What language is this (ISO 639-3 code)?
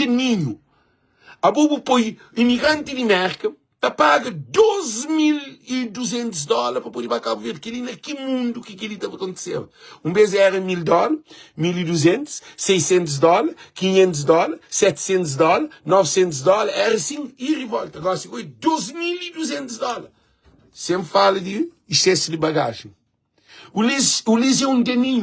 kea